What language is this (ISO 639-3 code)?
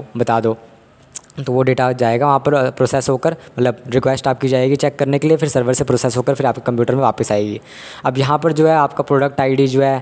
hin